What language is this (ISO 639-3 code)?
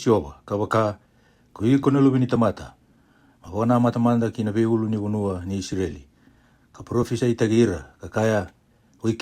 fij